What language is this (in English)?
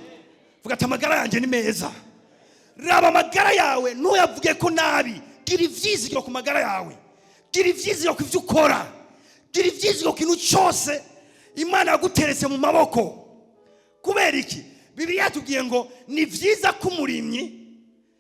Rundi